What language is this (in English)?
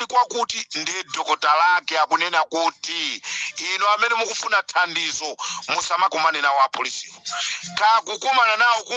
Nyanja